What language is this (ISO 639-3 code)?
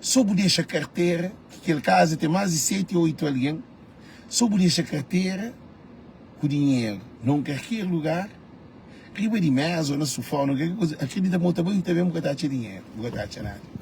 kea